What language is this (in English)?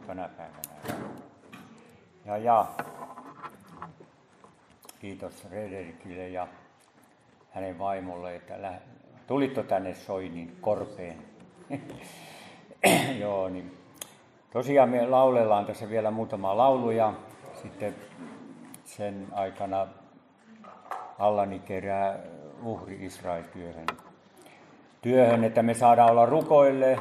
Finnish